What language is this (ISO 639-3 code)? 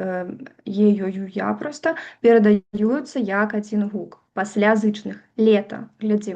bel